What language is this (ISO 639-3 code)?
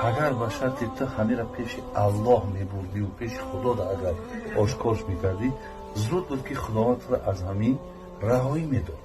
tgk